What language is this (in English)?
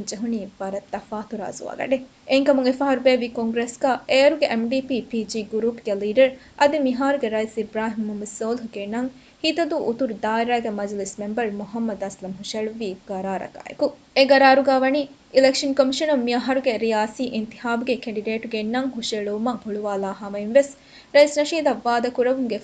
Divehi